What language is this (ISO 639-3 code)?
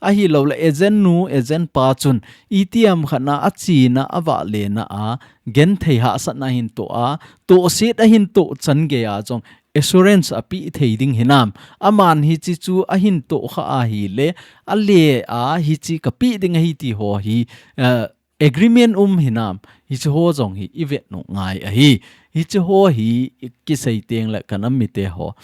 tcz